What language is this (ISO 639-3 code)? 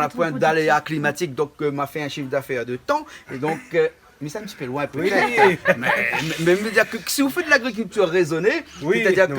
rcf